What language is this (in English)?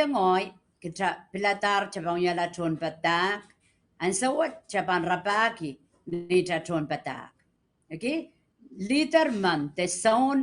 Pohnpeian